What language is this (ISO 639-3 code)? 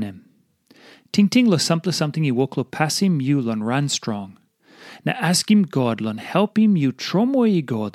tpi